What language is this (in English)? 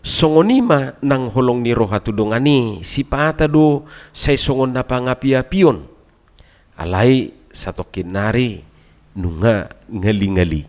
Batak Toba